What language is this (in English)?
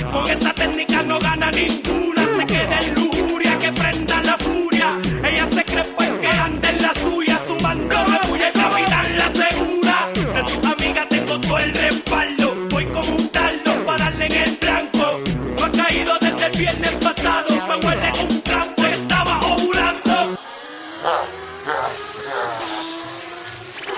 Spanish